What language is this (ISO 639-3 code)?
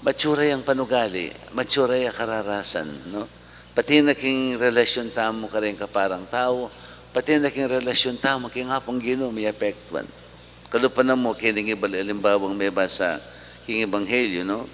pam